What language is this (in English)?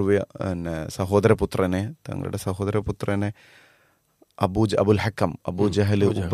Malayalam